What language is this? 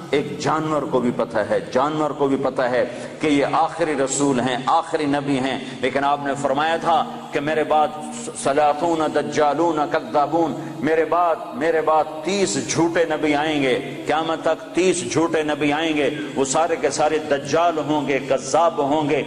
Urdu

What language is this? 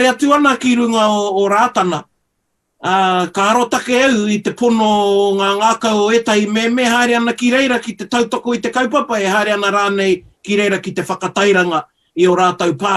Māori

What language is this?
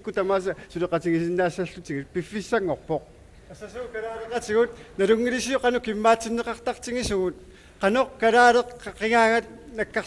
Kalaallisut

